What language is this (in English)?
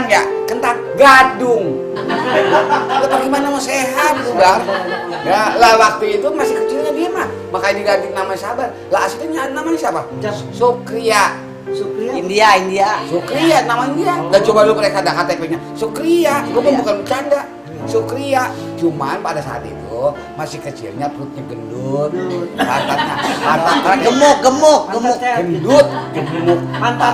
Betawi